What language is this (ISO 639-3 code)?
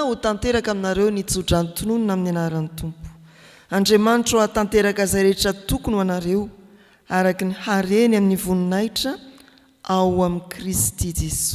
mlg